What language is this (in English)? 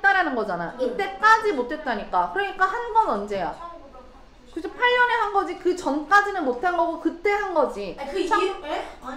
Korean